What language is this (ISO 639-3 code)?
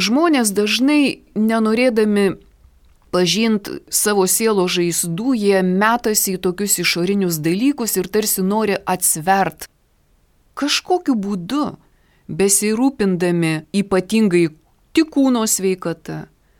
lit